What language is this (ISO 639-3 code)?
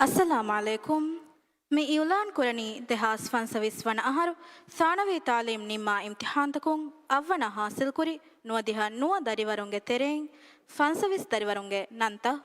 div